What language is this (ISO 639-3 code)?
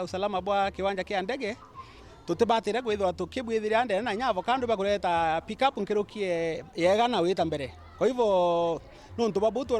mer